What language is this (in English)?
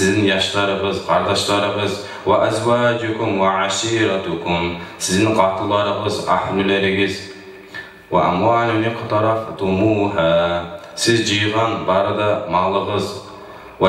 Kumyk